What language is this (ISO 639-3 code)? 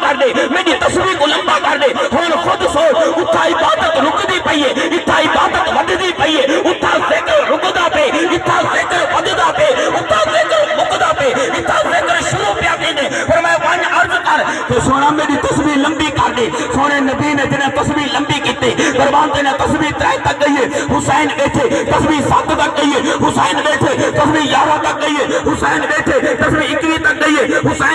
skr